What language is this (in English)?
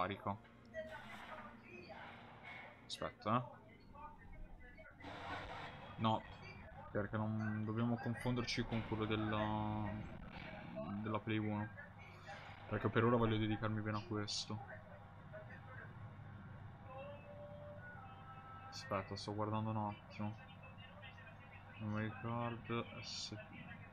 Italian